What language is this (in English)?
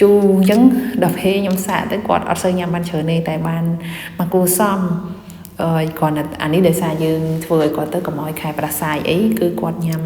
Khmer